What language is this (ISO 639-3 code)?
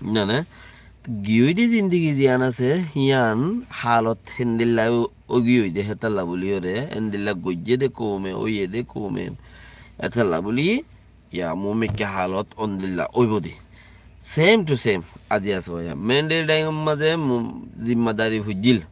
rhg